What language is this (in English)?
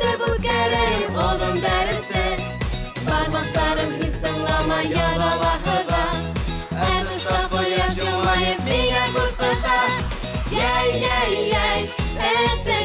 Bashkir